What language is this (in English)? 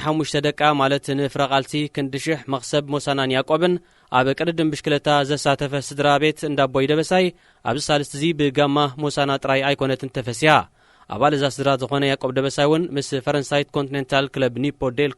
Tigrinya